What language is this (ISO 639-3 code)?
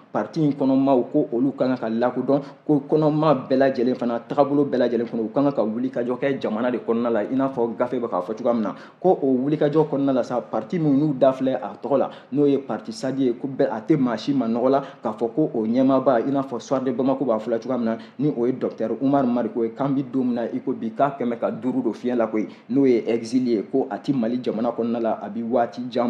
bam